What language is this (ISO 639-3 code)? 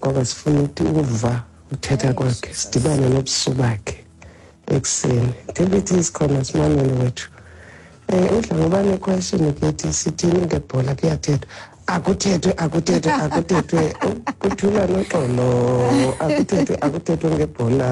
xho